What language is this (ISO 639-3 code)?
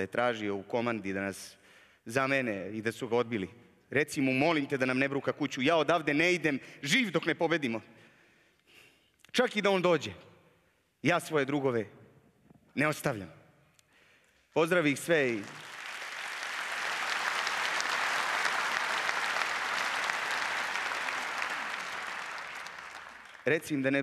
srp